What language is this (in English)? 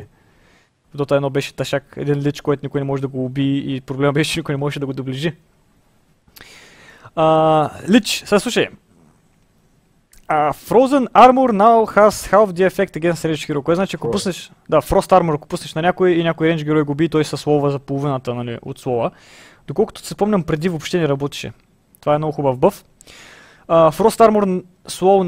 Bulgarian